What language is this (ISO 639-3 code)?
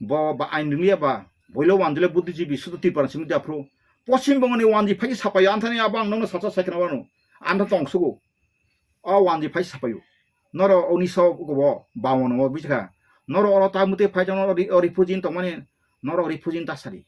trp